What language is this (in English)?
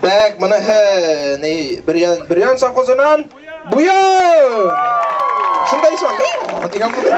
Bashkir